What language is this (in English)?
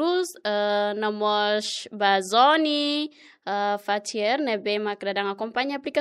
Tetum